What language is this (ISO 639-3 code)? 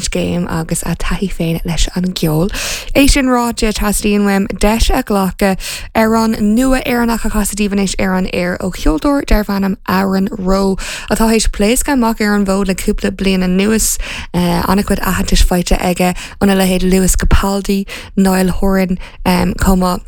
gle